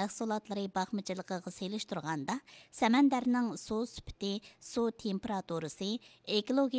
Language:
Uyghur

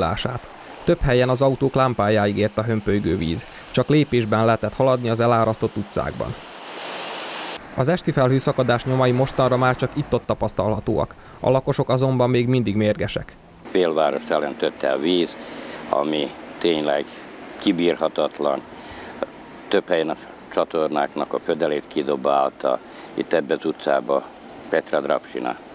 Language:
Hungarian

